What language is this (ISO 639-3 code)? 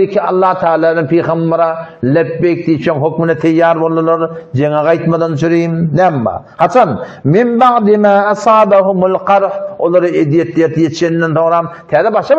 tuk